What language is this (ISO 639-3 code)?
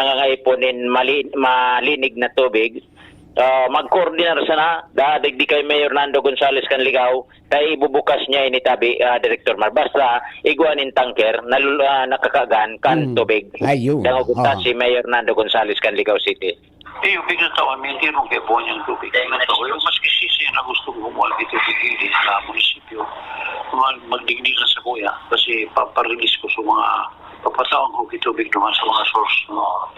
bik